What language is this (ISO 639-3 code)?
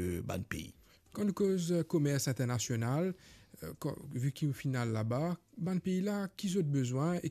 mfe